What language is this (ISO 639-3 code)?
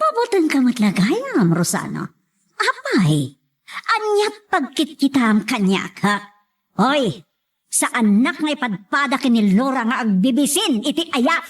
ilo